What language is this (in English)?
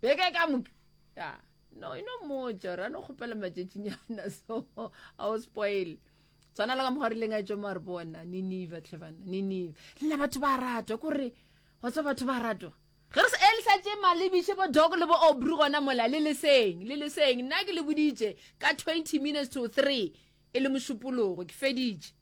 Northern Sotho